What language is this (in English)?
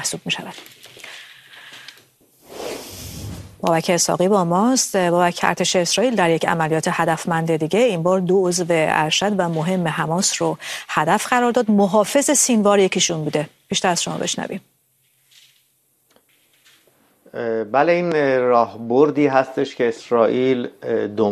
Persian